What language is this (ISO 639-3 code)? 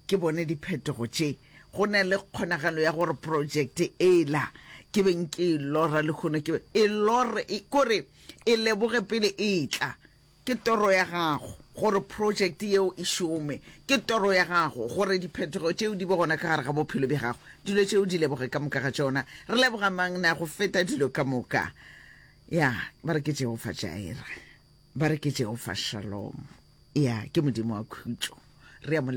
nso